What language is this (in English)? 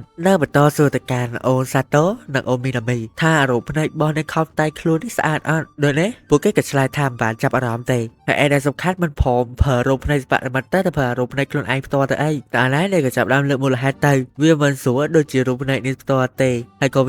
Khmer